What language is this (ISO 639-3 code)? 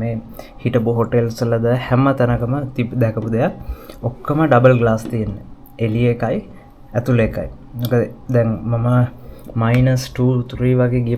sin